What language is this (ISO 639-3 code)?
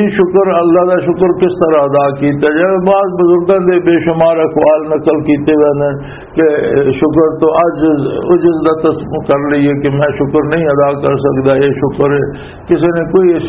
lah